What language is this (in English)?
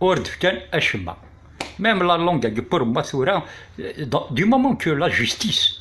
Kabyle